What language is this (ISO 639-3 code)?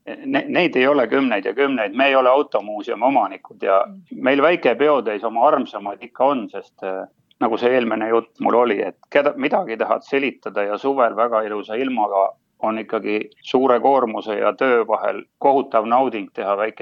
est